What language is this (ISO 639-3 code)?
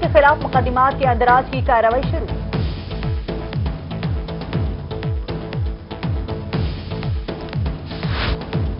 urd